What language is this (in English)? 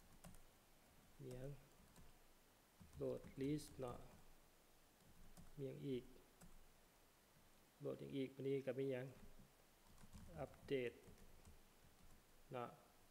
Thai